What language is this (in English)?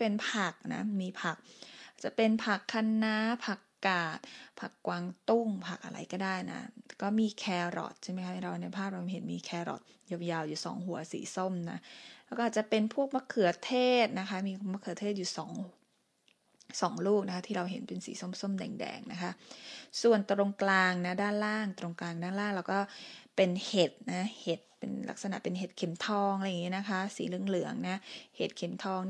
Thai